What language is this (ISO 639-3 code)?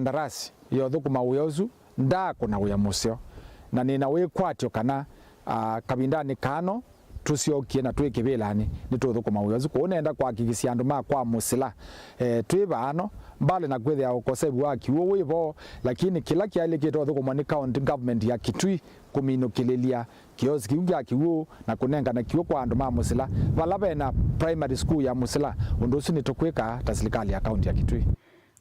kam